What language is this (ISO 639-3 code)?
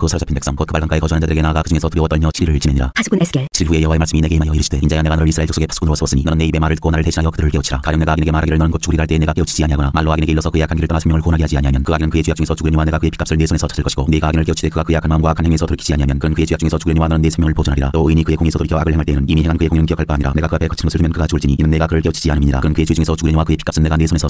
kor